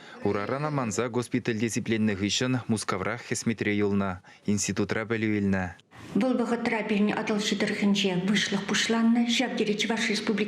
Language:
Chuvash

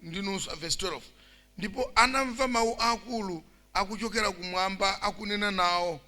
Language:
Nyanja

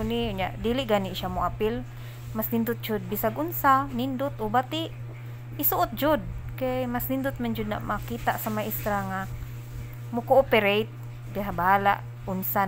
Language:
Cebuano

